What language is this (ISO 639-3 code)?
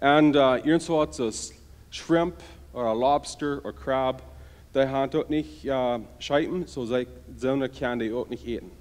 pdt